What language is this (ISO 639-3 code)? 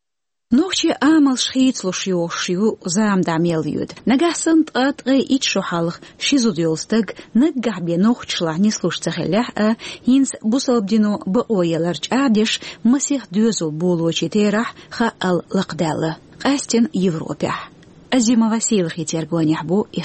che